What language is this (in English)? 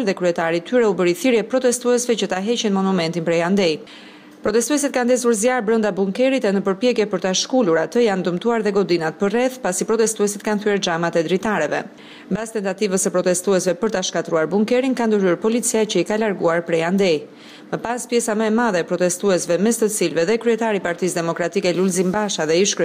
Albanian